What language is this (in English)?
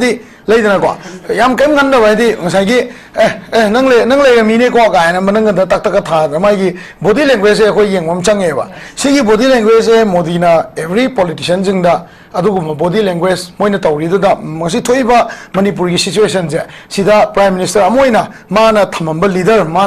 Manipuri